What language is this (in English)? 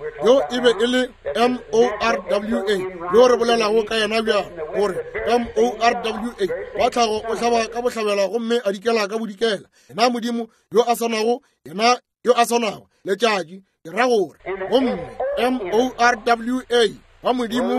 Northern Sotho